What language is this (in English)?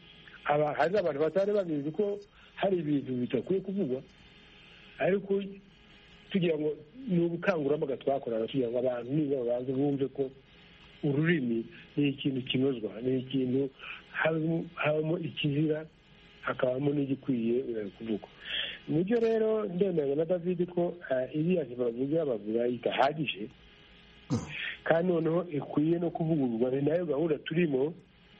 Kinyarwanda